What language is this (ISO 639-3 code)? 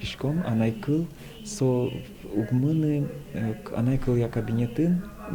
udm